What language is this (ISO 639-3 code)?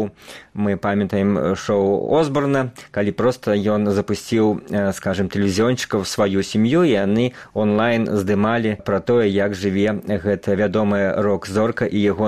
bel